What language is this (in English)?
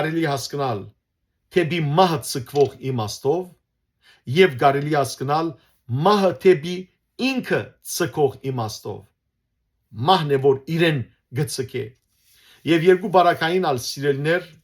Western Armenian